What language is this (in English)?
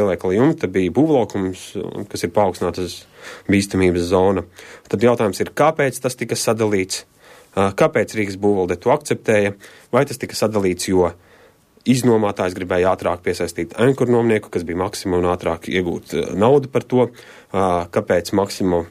Latvian